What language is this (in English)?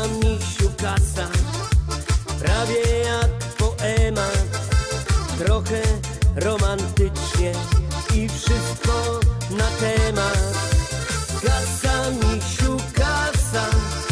Polish